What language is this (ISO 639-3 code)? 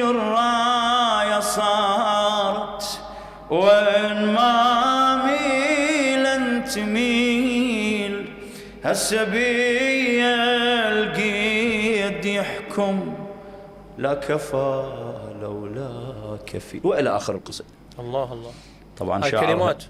acm